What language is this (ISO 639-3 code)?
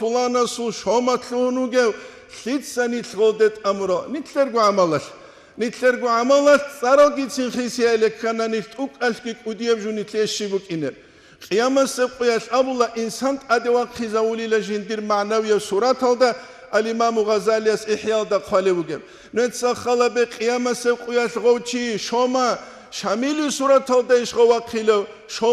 ava